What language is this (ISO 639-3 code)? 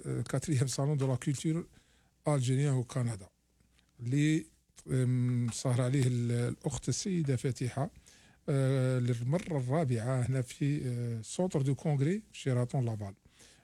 arq